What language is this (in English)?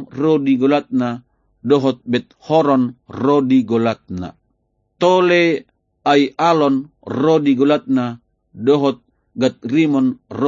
Batak Toba